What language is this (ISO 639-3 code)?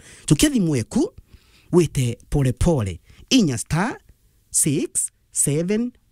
mer